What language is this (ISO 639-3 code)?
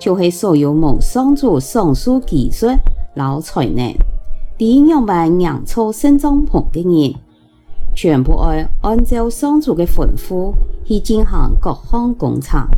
hak